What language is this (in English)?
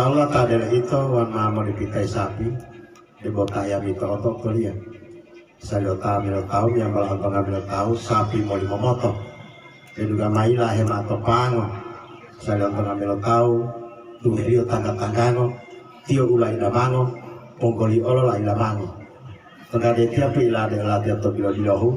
Gorontalo